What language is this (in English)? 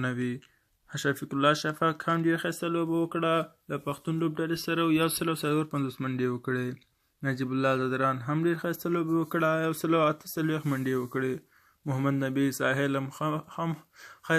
Pashto